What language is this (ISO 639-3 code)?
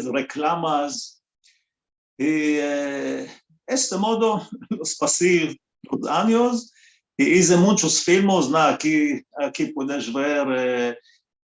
lad